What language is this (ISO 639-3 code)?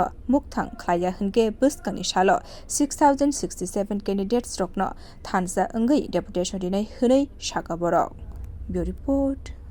trp